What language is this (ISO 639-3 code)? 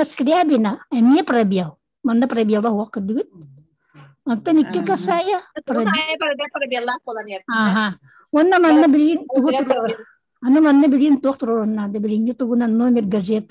sah